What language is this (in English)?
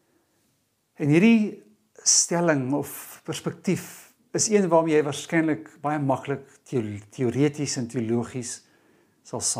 Afrikaans